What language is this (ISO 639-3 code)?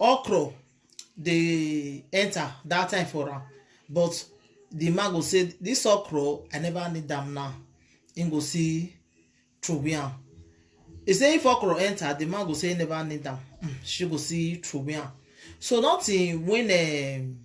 pcm